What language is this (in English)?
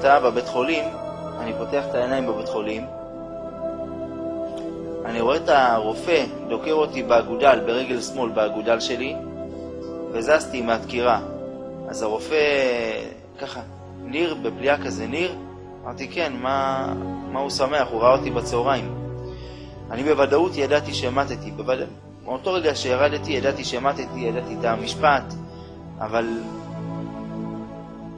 Hebrew